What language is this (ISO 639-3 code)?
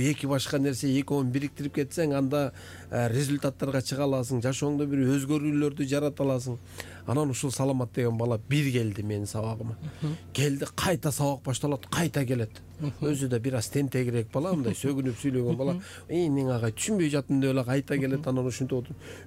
kir